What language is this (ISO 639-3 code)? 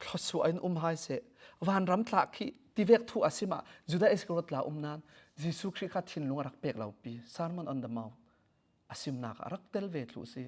cfm